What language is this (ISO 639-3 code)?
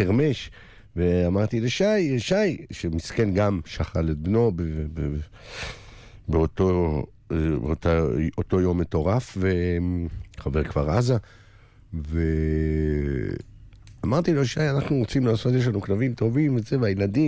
heb